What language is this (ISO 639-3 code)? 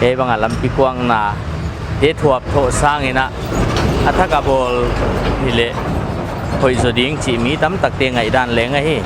pck